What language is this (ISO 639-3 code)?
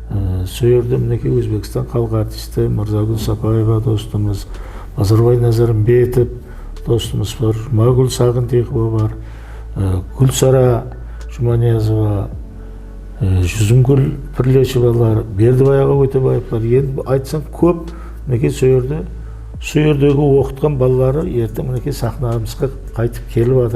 kaa